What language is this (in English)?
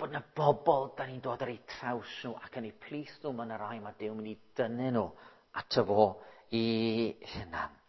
Welsh